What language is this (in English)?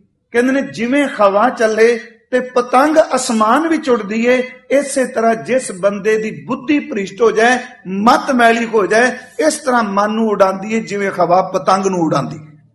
Punjabi